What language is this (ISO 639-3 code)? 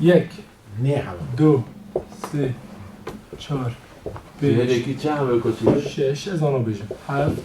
kur